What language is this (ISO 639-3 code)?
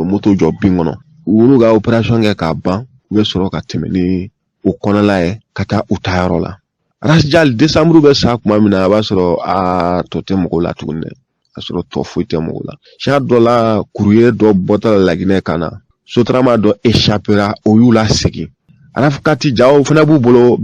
bam